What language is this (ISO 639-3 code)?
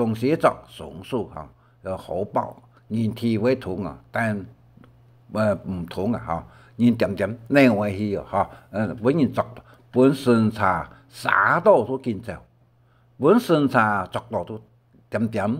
hak